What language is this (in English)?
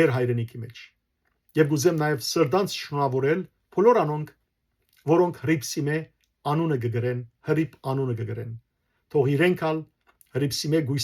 Western Armenian